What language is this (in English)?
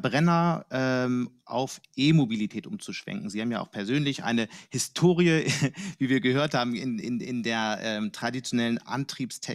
German